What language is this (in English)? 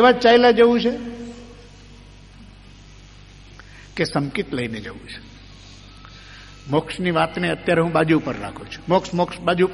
Gujarati